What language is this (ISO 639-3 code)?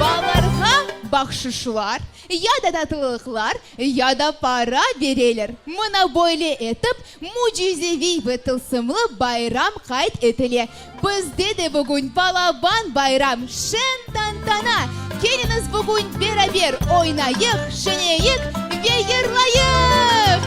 crh